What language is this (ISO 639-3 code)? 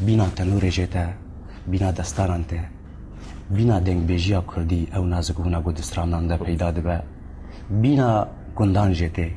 kur